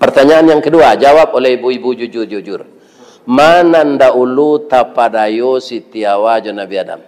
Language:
Minangkabau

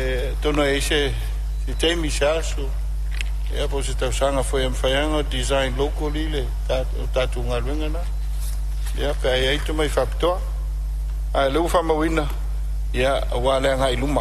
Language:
Samoan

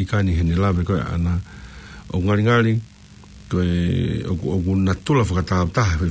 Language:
Tongan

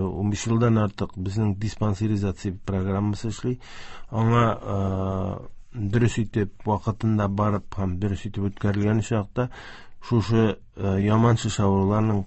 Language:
Tatar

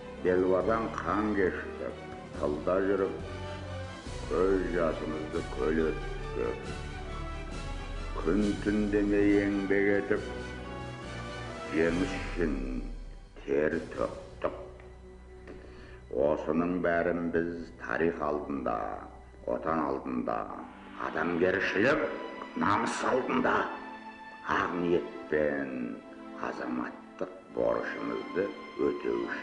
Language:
Kazakh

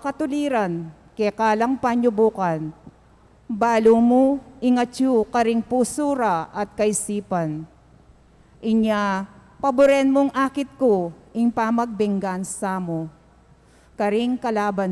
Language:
Pampanga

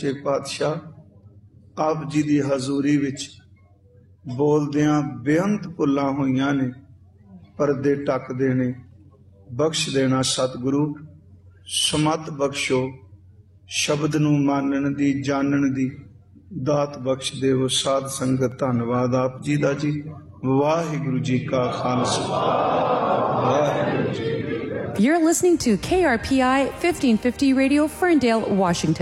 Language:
Punjabi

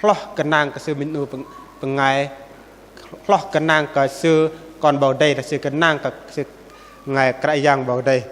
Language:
Bahnar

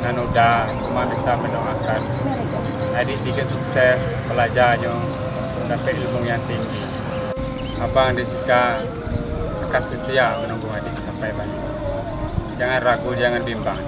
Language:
Minangkabau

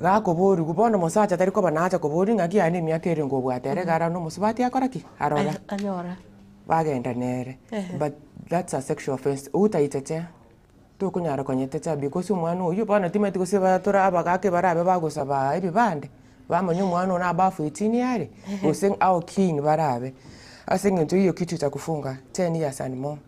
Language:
Gusii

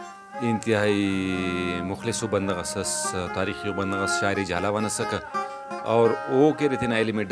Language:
Brahui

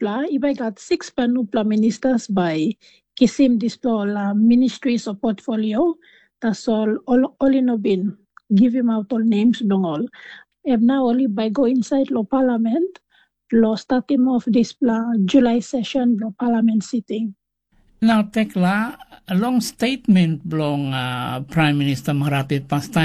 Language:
Tok Pisin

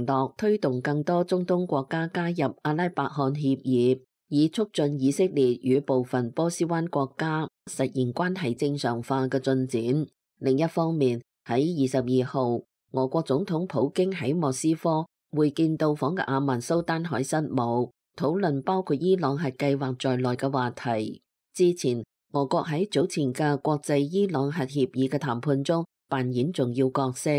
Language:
Cantonese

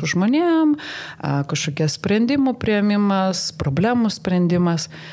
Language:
Lithuanian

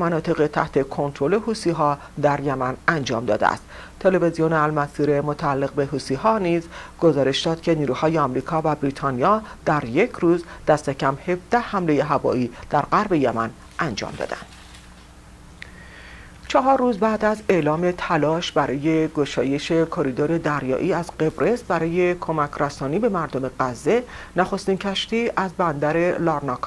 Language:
Persian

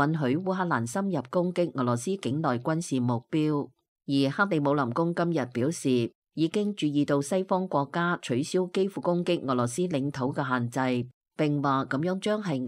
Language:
Cantonese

